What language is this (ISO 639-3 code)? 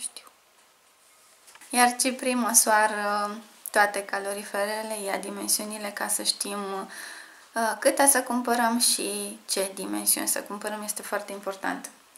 ron